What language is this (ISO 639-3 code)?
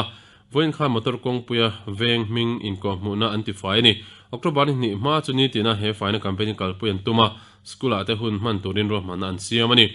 lus